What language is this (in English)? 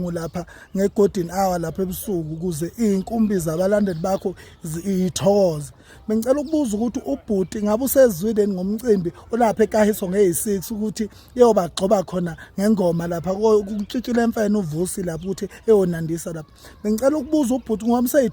Zulu